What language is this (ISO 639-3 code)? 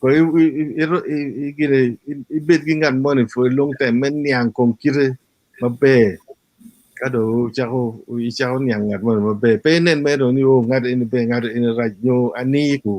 ach